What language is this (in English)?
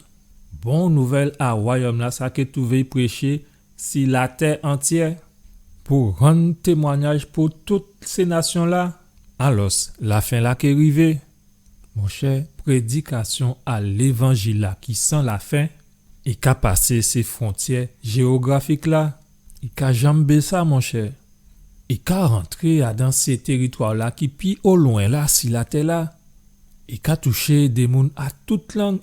Guadeloupean Creole French